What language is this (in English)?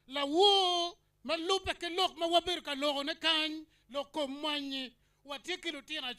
Acoli